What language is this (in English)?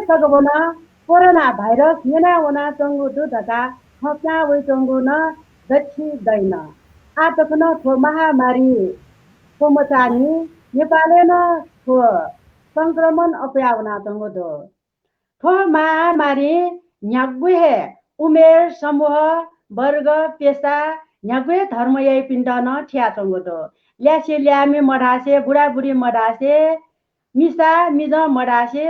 Newari